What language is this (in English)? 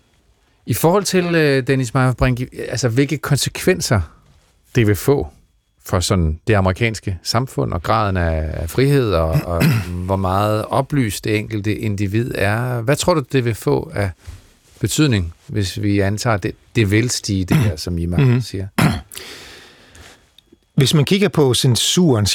Danish